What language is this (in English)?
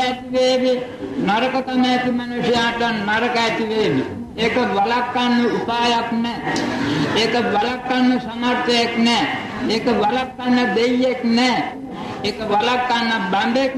Sinhala